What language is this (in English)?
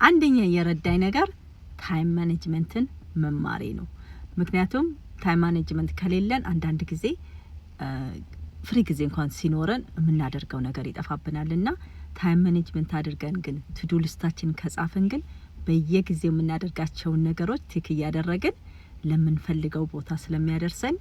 Amharic